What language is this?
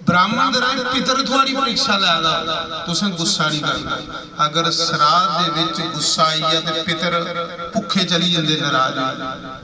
Dogri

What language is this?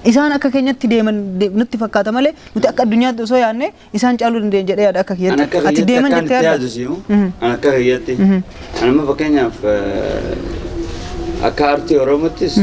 Oromo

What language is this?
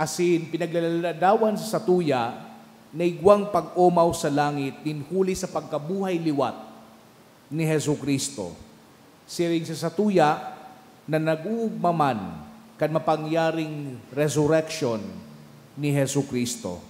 Bikol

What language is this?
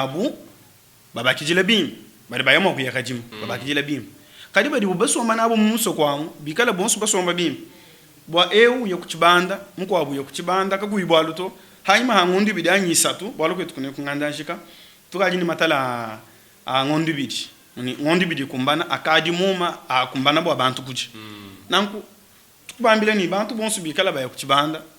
Luba-Lulua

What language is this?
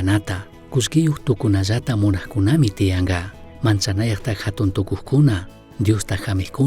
Chimborazo Highland Quichua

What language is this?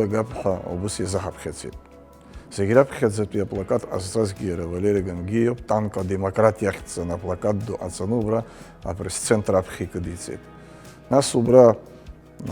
Abkhazian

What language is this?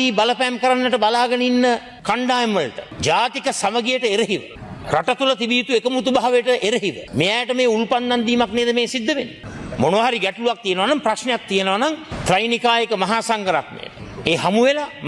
Sinhala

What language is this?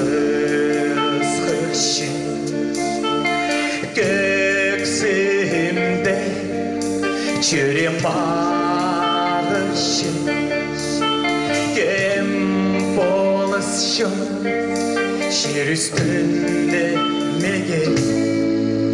Khakas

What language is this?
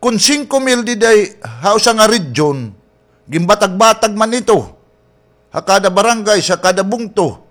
Waray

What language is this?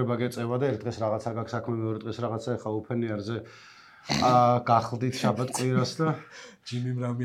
Georgian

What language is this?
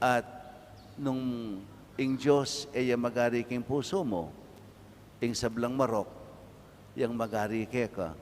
Pampanga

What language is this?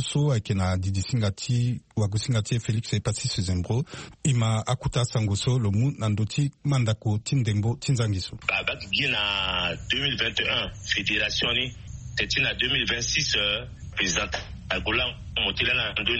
Sango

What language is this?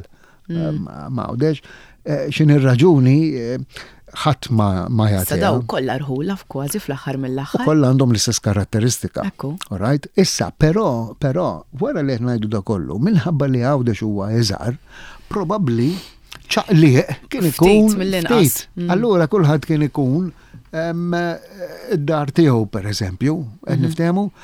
Maltese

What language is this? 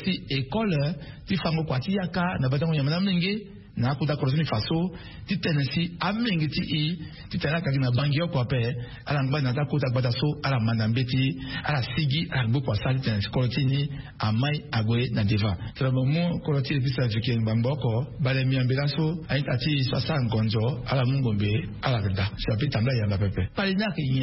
Sango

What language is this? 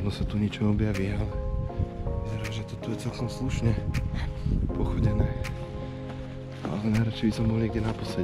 Slovak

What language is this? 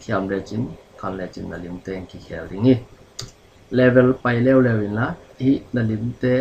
Tedim Chin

